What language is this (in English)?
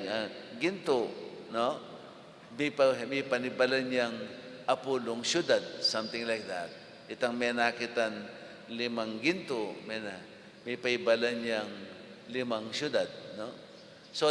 Pampanga